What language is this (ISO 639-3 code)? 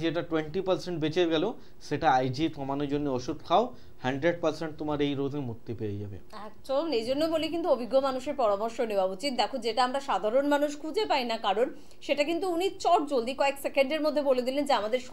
ben